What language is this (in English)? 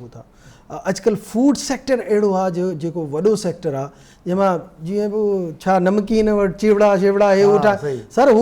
Sindhi